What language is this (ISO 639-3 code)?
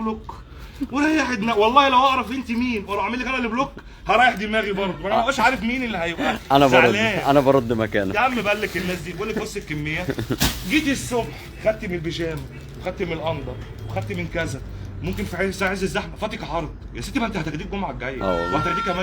arz